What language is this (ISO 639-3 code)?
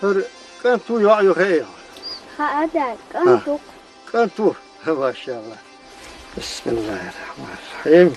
che